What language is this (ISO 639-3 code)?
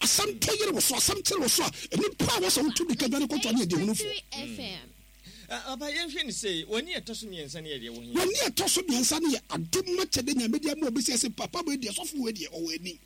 aka